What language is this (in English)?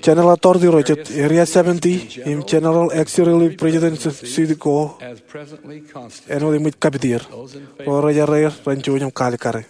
Marshallese